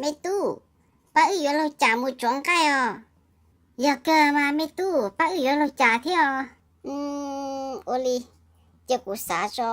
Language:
Hmong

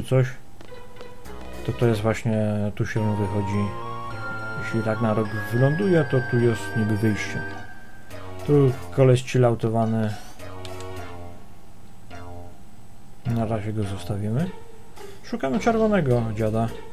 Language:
Polish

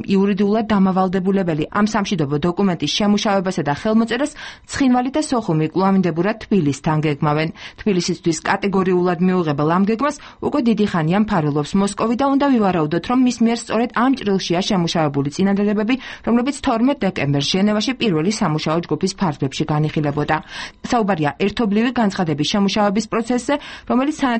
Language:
Georgian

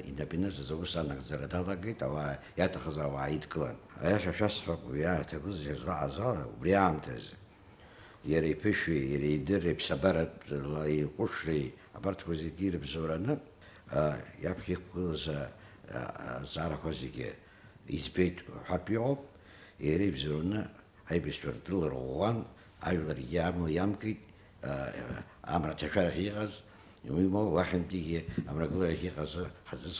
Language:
Abkhazian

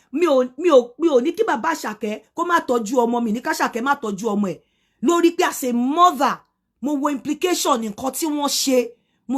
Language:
Yoruba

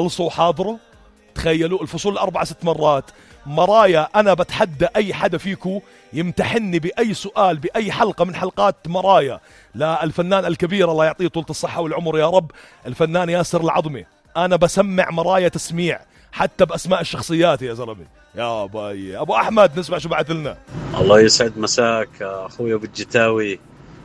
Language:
North Levantine Arabic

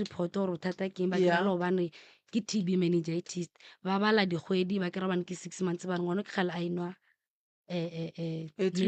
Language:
Northern Sotho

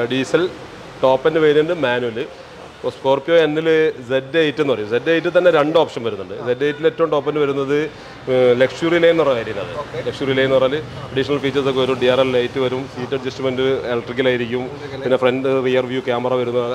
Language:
Malayalam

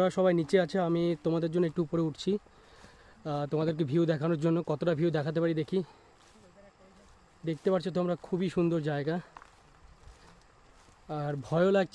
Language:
Bangla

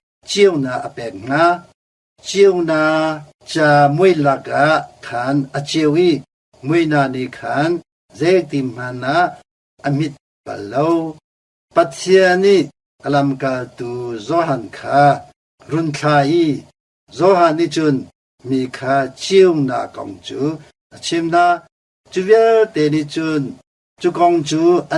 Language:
Hakha Chin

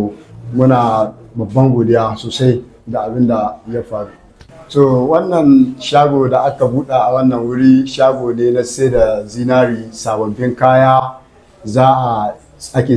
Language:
Hausa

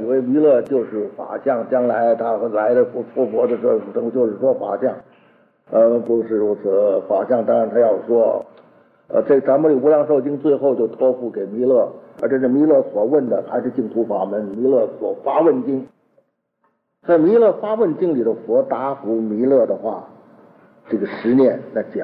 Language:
Chinese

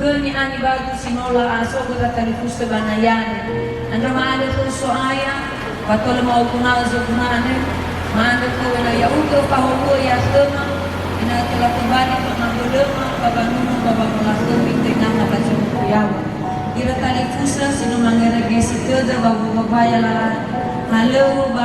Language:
Nias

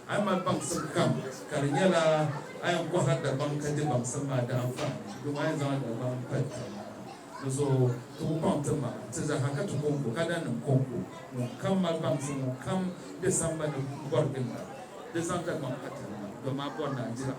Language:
Dagbani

